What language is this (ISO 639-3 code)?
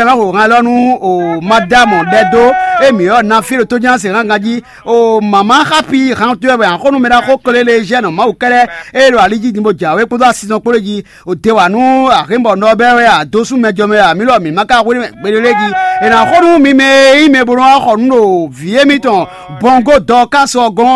fon